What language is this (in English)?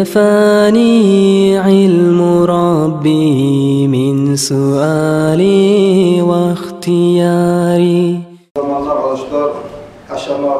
Kumyk